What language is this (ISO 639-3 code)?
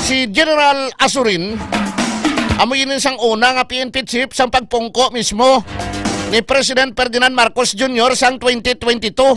hil